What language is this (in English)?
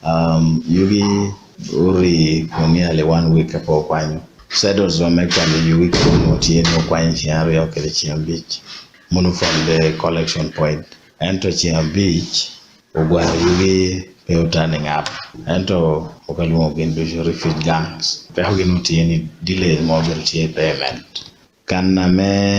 Acoli